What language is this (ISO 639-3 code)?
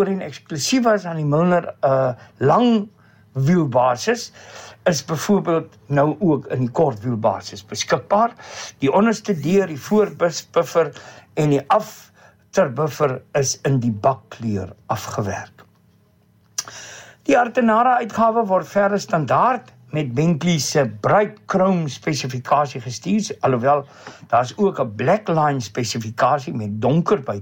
afr